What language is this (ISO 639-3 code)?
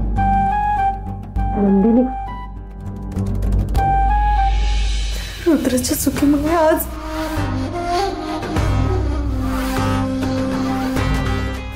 mar